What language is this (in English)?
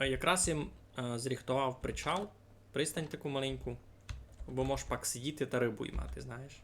Rusyn